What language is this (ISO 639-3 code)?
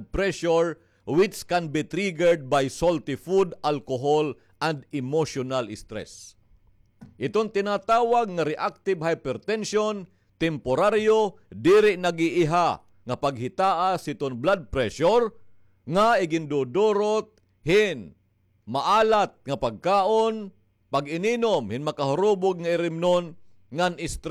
war